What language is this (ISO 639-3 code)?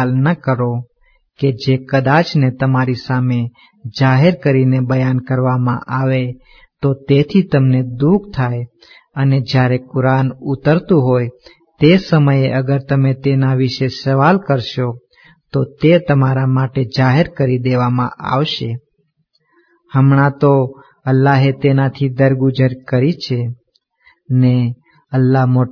guj